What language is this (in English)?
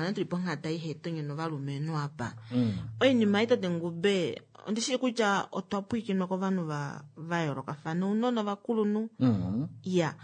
Kuanyama